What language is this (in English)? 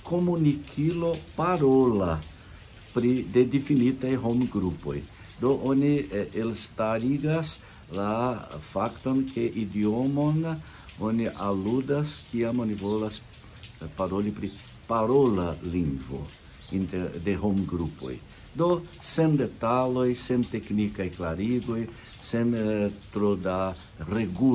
Esperanto